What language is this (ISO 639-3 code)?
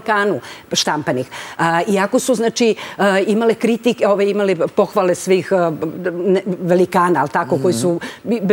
srp